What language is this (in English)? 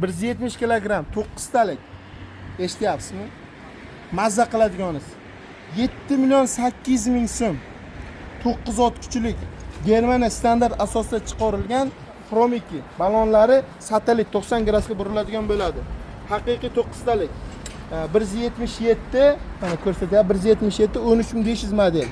Uzbek